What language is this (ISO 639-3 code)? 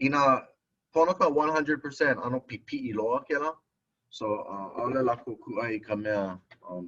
haw